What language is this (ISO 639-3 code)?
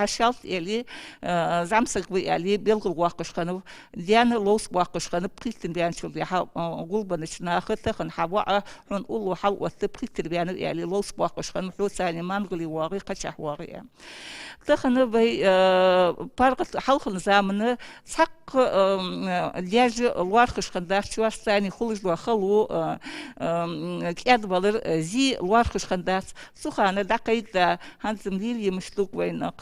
inh